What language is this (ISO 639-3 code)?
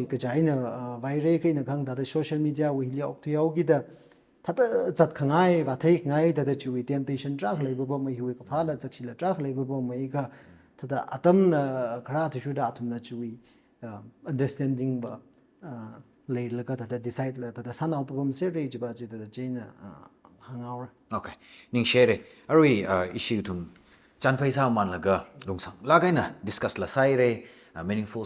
nmf